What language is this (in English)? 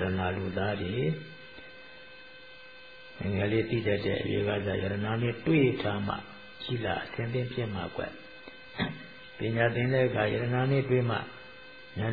Burmese